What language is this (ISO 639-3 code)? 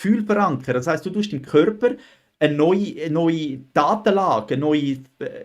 gsw